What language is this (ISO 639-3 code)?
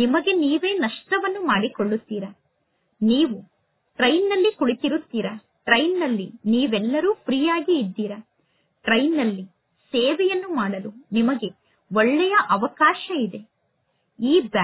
kan